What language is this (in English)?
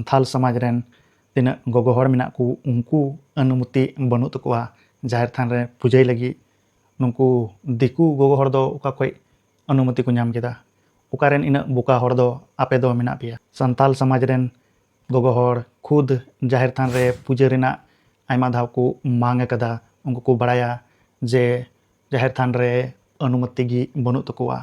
Santali